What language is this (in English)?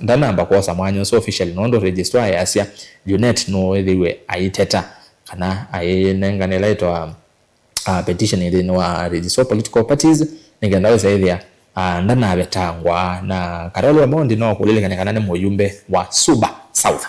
Kamba